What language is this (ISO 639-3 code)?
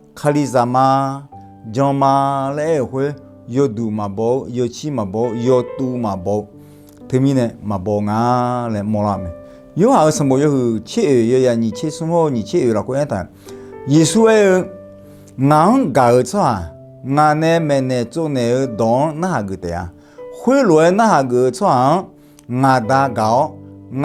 ahk